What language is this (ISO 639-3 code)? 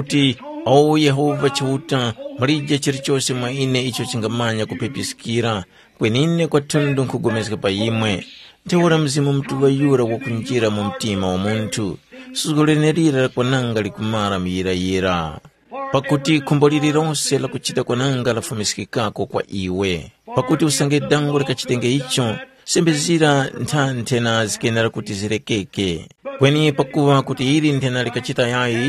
tum